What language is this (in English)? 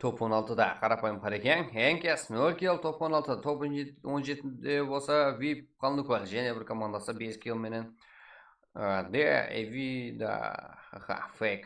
Kara-Kalpak